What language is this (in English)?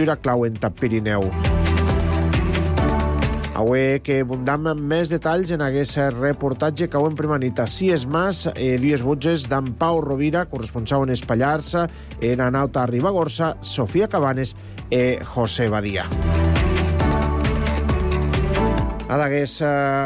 Catalan